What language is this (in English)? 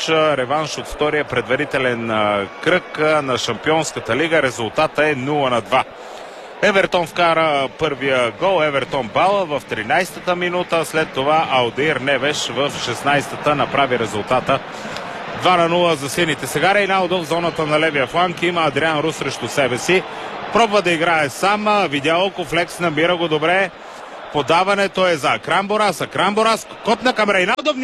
Bulgarian